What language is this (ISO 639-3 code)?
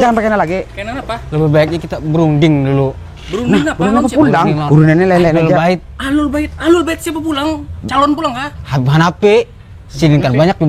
bjn